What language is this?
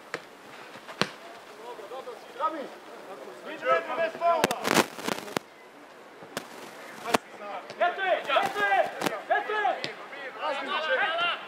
Croatian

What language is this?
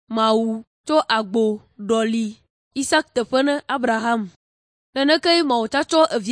Ewe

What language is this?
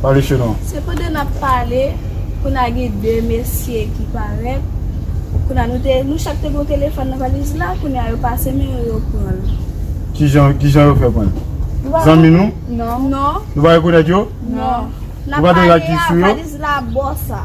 Haitian Creole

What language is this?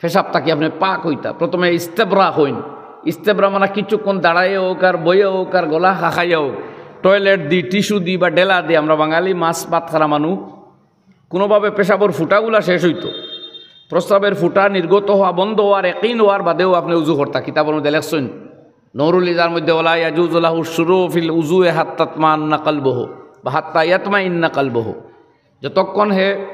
Sylheti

